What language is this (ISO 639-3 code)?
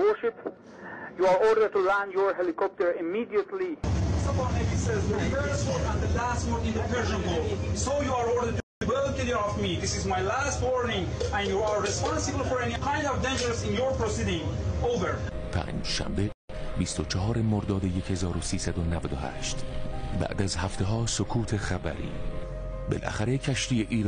fas